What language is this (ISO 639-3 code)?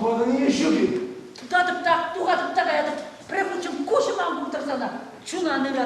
chv